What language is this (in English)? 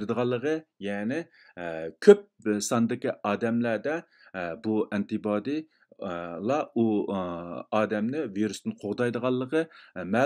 Uyghur